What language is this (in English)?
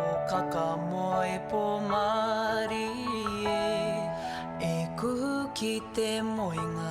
Māori